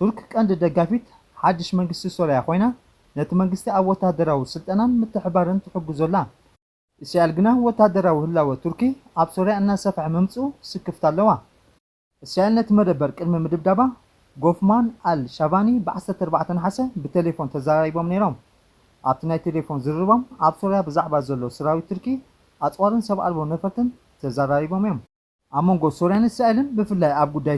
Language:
Tigrinya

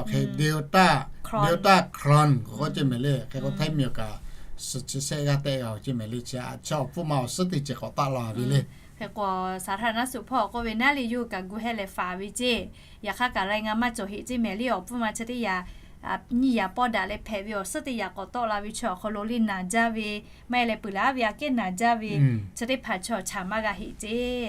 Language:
Lahu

